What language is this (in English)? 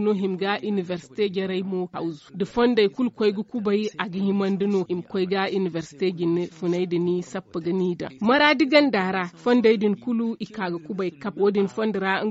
Zarma